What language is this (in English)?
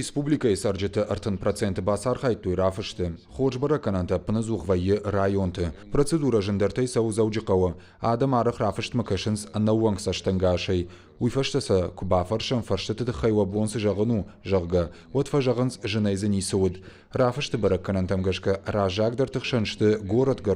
Ossetic